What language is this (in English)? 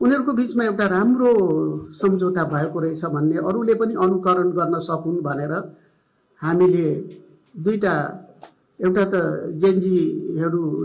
Nepali